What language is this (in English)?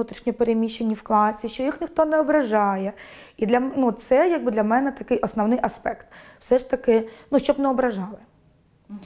Ukrainian